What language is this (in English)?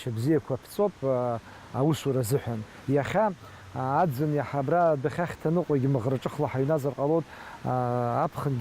Abkhazian